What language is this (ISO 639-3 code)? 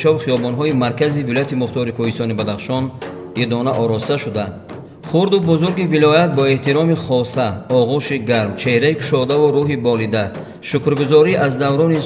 tgk